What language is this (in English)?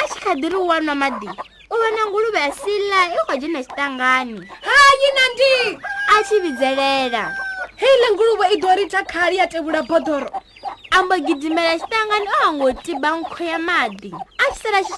Venda